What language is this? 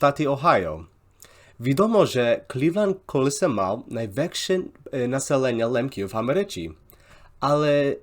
Rusyn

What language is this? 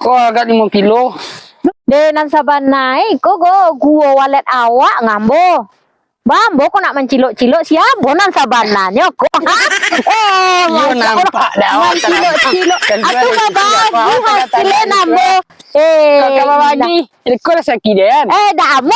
Minangkabau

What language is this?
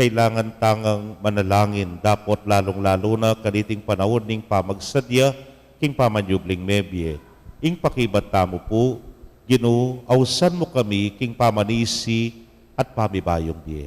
Pampanga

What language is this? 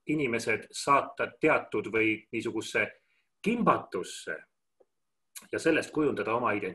Estonian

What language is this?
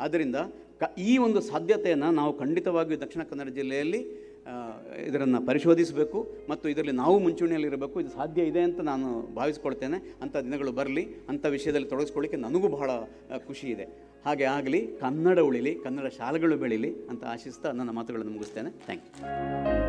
Kannada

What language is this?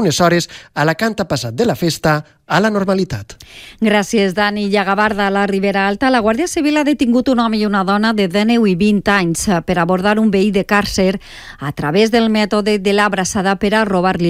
Catalan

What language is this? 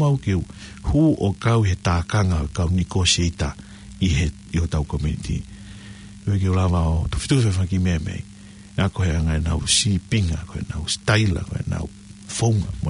Tongan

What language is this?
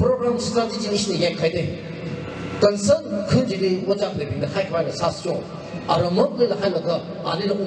Tangkhul Naga (India)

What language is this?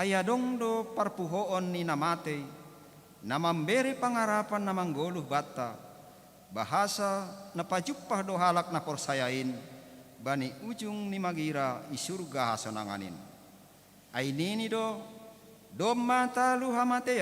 Batak Simalungun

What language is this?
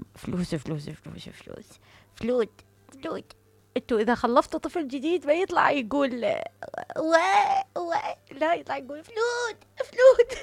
Mesopotamian Arabic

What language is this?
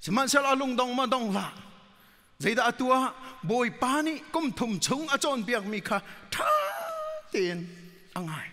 Hakha Chin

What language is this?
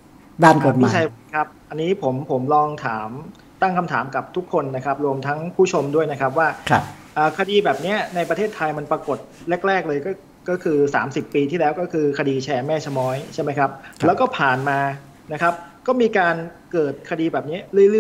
Thai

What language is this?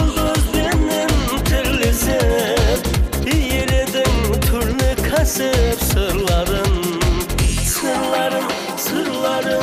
Kara-Kalpak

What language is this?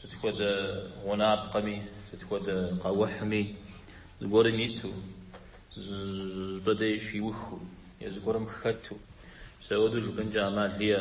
Kabardian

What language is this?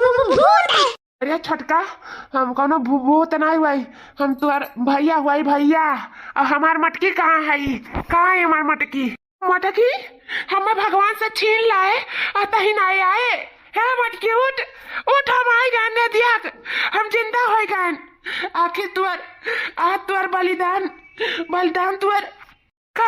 Awadhi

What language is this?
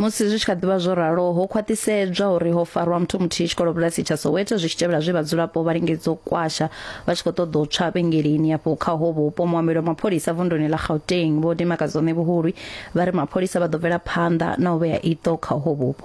Venda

